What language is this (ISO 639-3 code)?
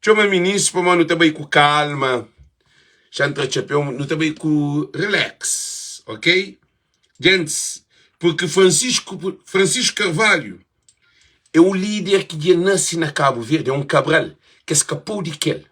kea